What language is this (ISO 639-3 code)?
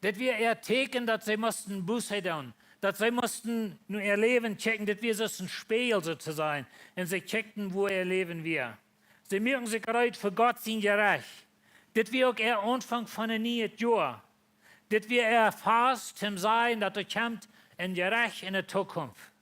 pdt